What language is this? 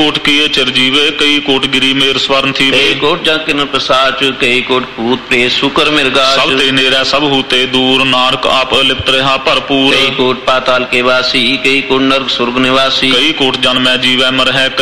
Punjabi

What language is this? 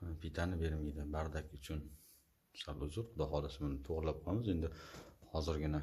Uzbek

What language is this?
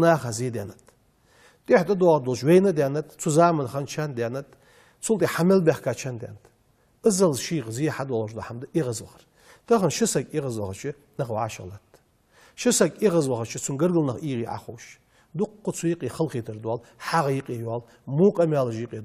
Ingush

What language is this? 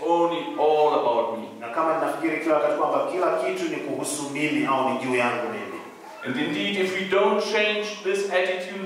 Swahili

